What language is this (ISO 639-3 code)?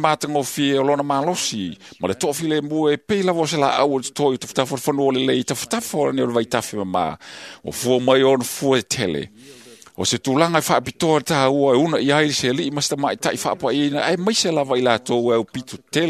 smo